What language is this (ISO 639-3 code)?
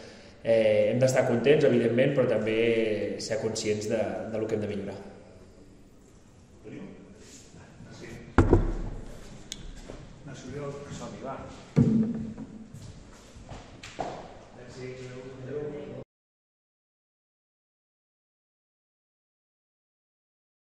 cat